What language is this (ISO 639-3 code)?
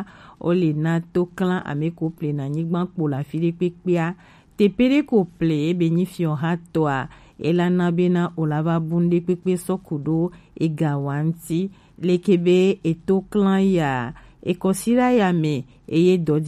gej